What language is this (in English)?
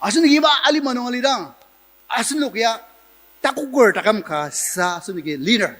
Ao Naga